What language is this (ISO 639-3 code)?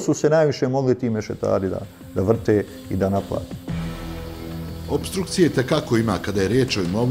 bos